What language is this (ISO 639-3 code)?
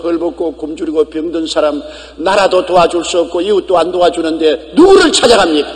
kor